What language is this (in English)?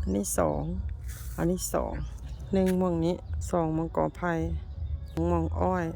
Lao